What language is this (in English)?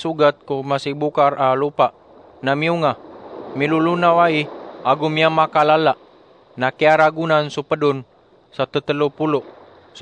Maranao